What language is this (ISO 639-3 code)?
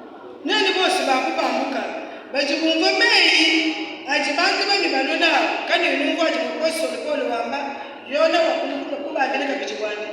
lua